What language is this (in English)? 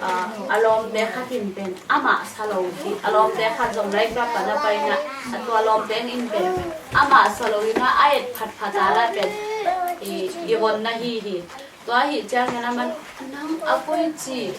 Tedim Chin